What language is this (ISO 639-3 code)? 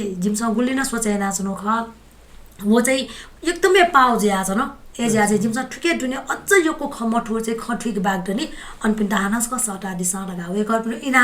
new